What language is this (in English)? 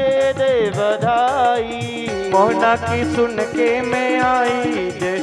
Dogri